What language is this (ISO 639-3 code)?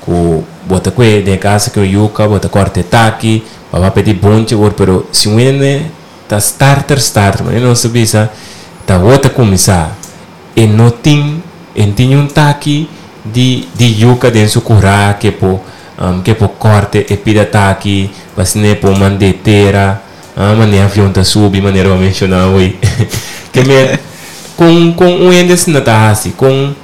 pap